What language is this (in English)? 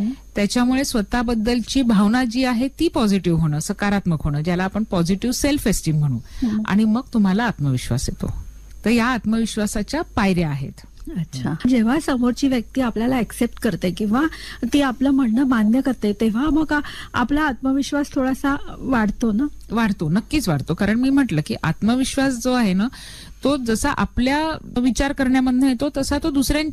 Marathi